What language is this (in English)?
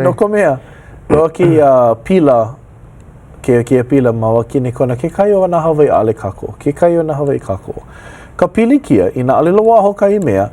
Hawaiian